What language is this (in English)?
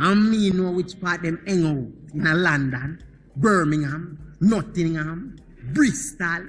Jamaican Creole English